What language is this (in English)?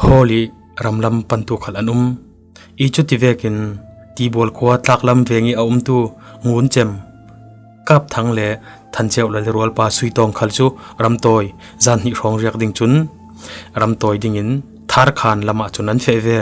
Falam Chin